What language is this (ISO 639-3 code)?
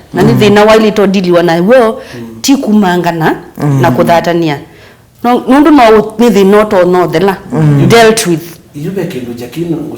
kam